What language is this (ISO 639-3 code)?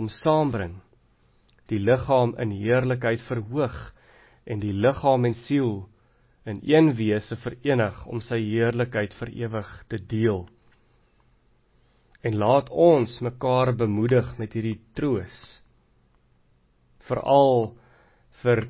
afr